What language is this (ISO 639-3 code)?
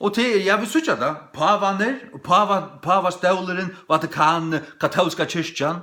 fao